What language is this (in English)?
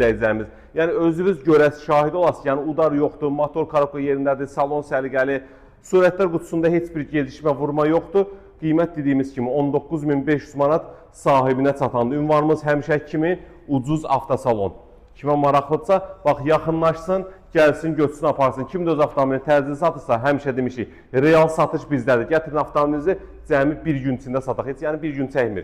Azerbaijani